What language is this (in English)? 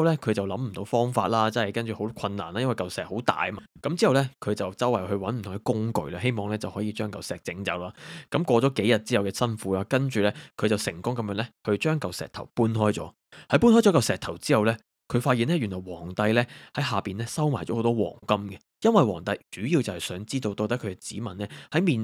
Cantonese